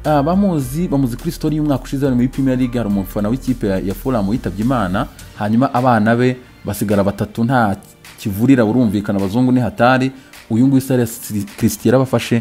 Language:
Kinyarwanda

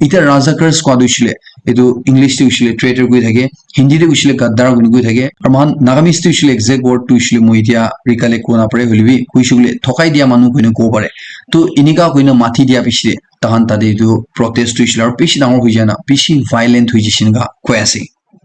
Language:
Naga Pidgin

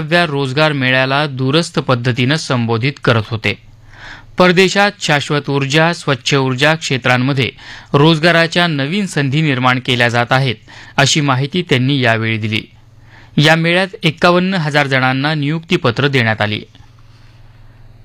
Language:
Marathi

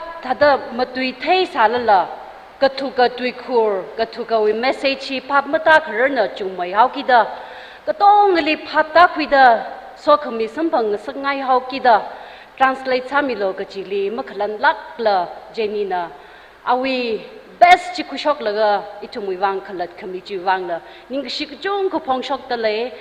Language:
Tangkhul Naga (India)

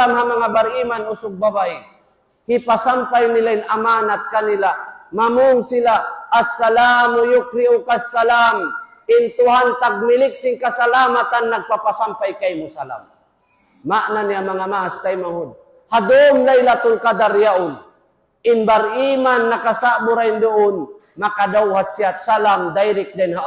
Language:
Tausug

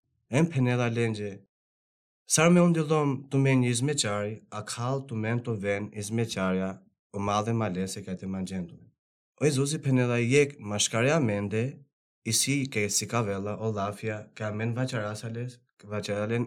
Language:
Albanian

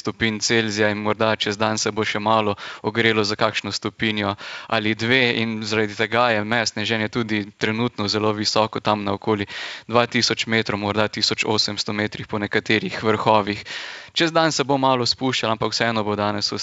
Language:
Slovenian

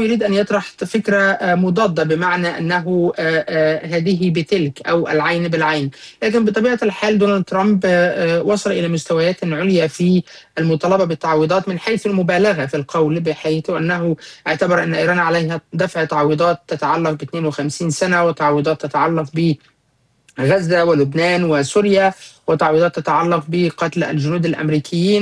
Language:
Arabic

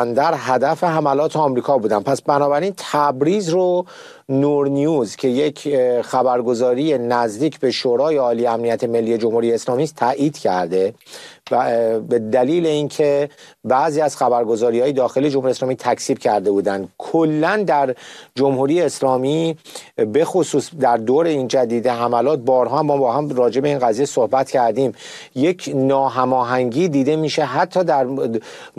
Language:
Persian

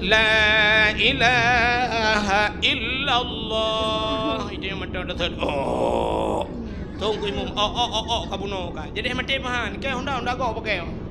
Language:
Achinese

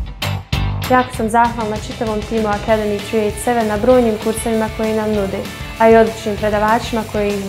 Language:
Bosnian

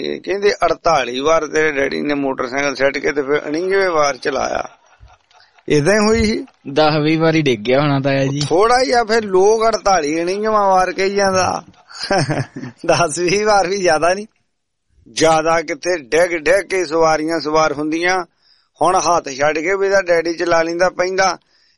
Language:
Punjabi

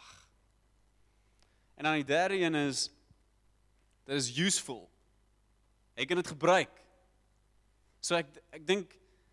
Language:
Afrikaans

